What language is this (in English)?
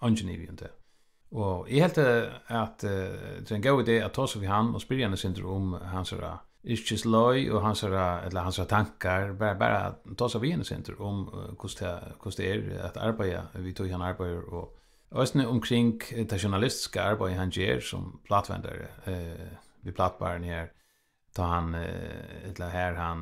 Faroese